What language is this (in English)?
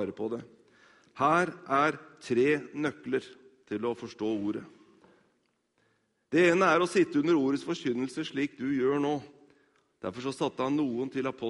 Norwegian